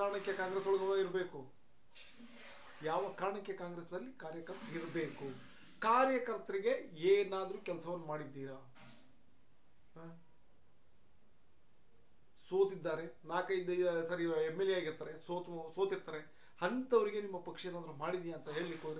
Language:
Kannada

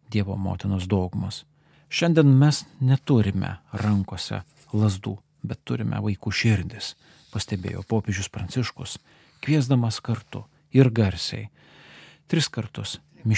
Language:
Lithuanian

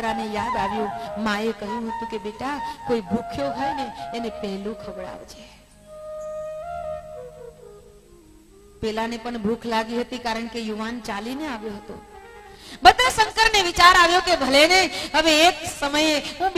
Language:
Gujarati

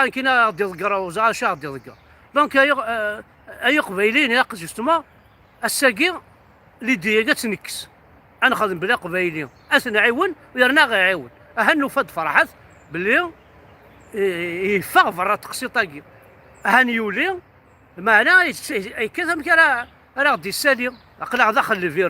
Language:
Kabyle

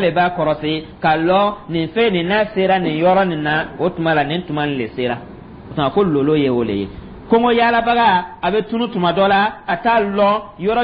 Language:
Dyula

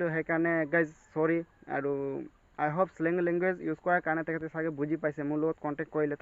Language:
Assamese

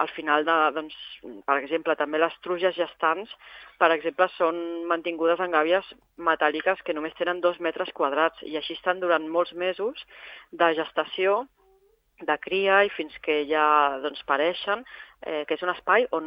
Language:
Catalan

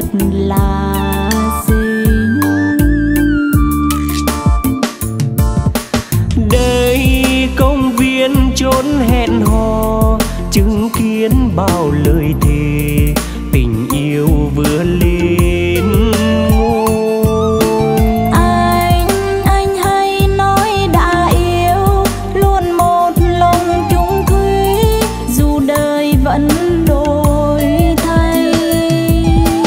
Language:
Vietnamese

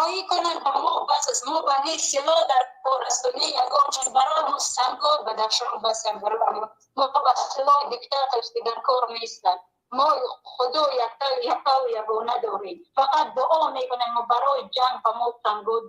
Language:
Tajik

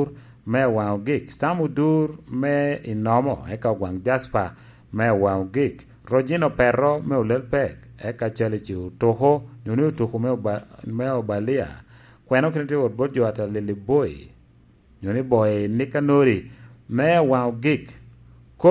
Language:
Lango (Uganda)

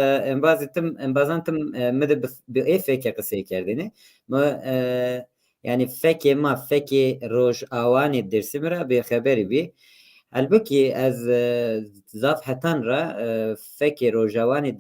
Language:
Zaza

